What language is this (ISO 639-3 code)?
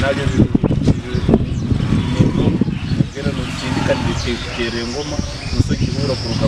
nyn